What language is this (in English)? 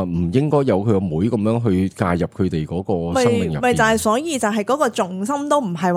Cantonese